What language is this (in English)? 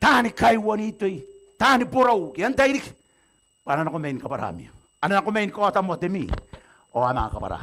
Gilbertese